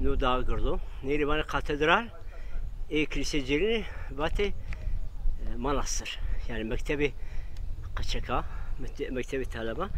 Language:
Zaza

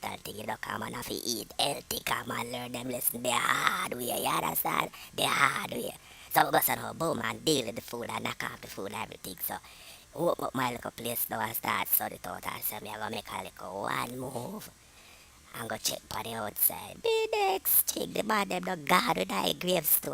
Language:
Jamaican Creole English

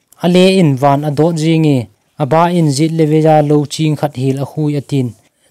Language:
Thado Chin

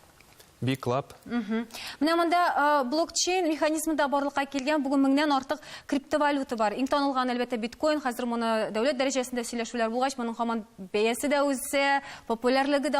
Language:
Tatar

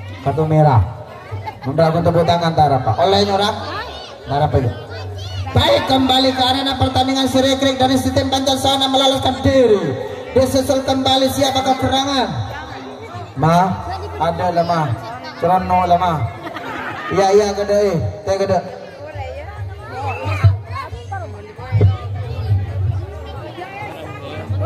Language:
Indonesian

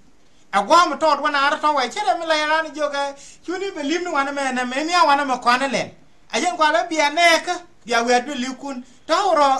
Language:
Nuer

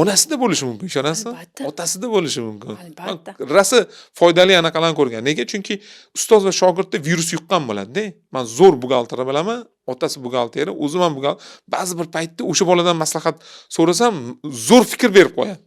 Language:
Uzbek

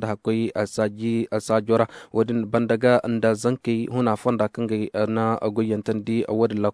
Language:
Koyraboro Senni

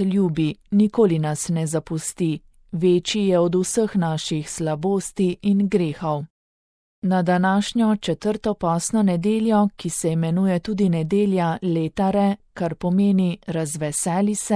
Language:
Slovenian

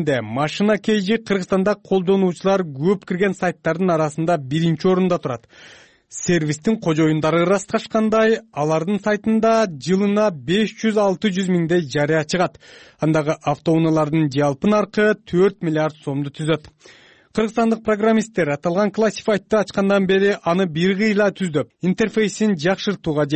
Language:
Kyrgyz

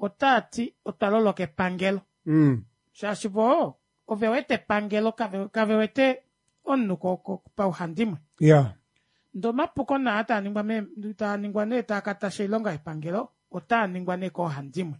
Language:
Kuanyama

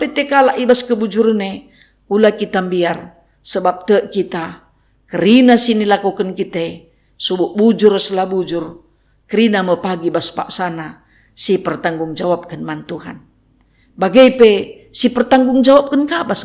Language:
Batak Karo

